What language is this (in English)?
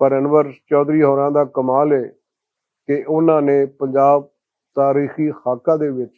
Western Panjabi